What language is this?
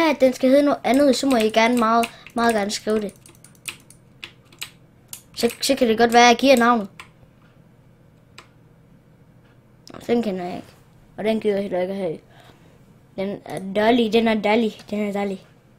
Danish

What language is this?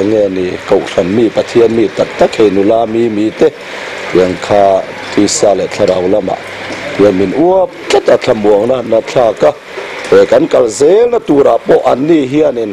Mizo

